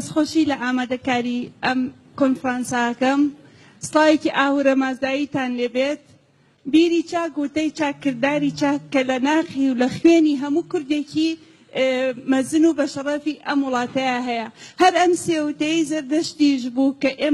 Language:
Central Kurdish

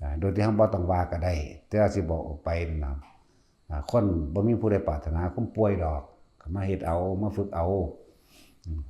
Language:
Lao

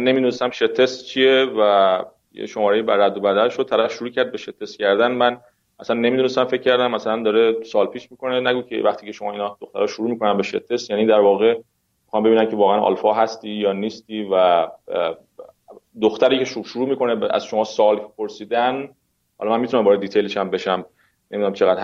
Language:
Persian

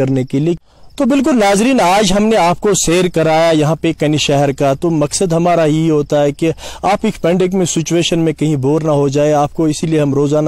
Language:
Urdu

